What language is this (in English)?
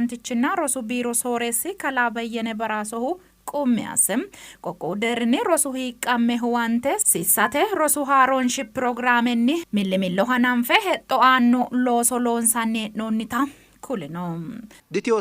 Sidamo